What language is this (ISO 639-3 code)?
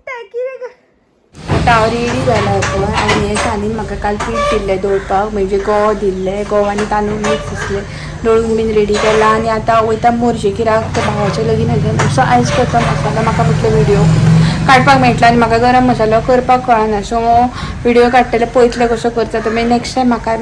kok